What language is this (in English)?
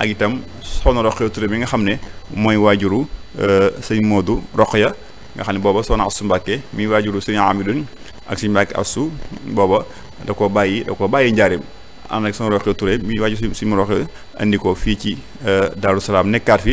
Wolof